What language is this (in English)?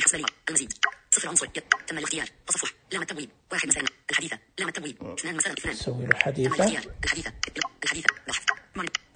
Najdi Arabic